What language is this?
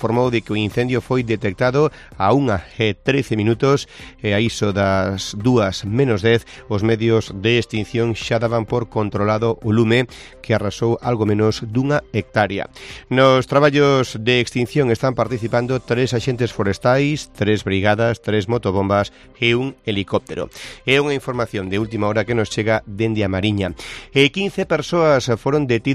Galician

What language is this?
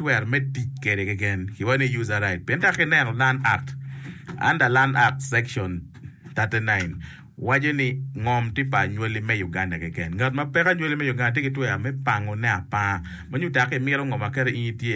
Acoli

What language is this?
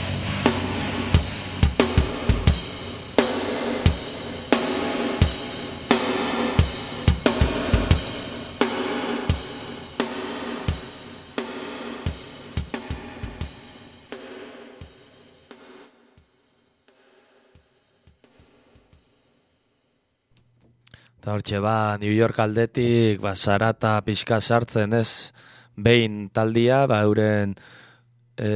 Basque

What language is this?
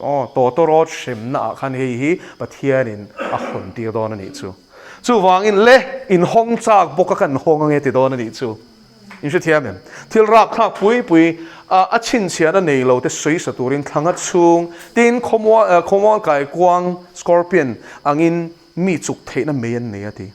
Mizo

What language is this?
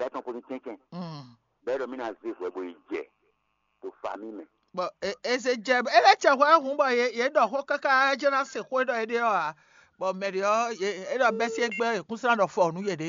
Fon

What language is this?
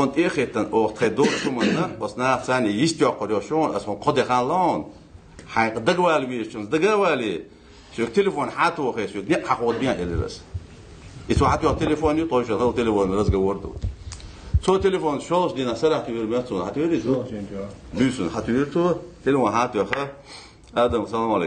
Ingush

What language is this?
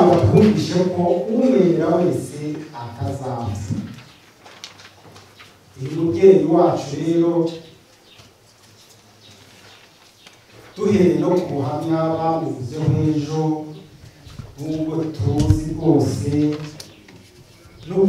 Kinyarwanda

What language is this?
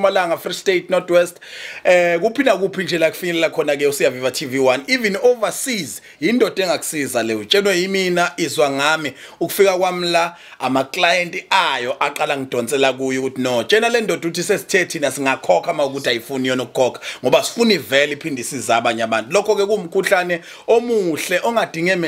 Zulu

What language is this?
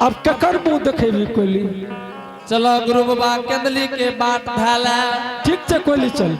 Angika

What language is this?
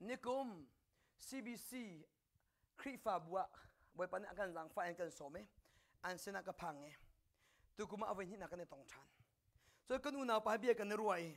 Hakha Chin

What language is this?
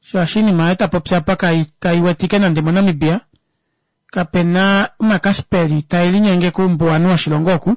Kuanyama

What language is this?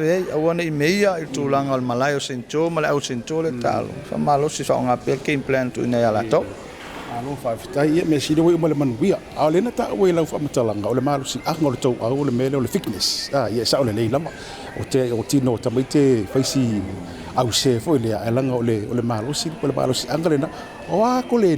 Samoan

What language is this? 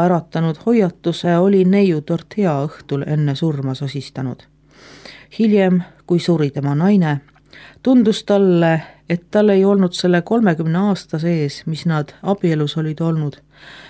Estonian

